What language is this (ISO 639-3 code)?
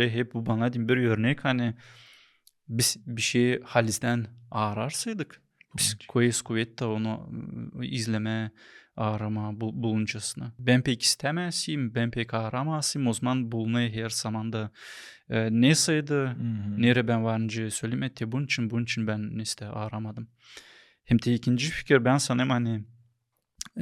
gag